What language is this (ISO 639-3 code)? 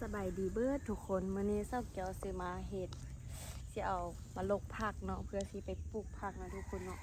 lao